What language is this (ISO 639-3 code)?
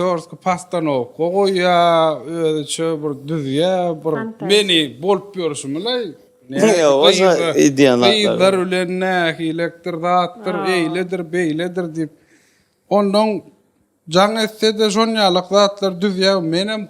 tuk